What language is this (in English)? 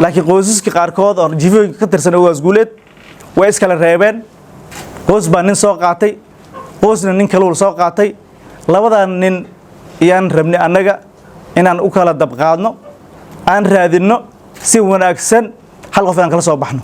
Somali